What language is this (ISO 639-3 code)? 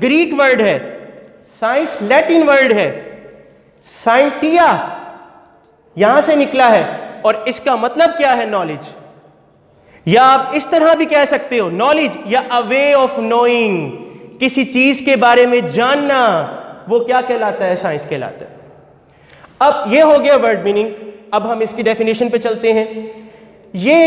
hin